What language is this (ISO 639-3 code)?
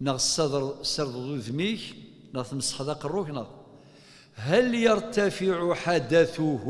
kab